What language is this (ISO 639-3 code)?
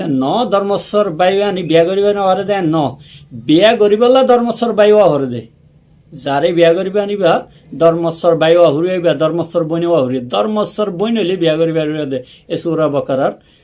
rhg